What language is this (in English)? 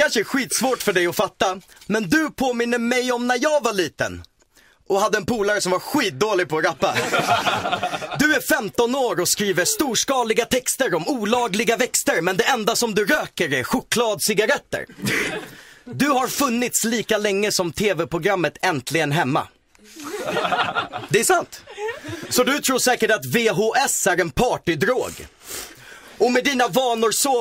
Swedish